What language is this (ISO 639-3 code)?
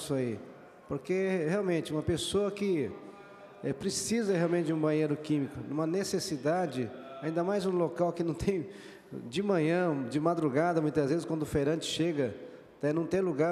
por